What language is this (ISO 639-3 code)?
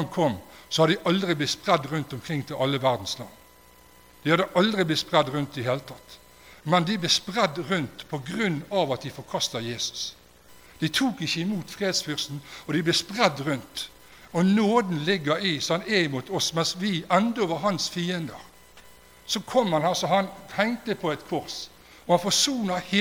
nor